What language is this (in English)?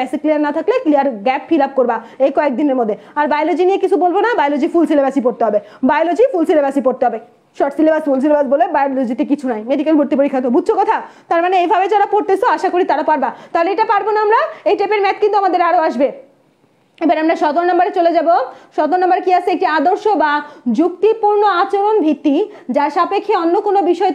Bangla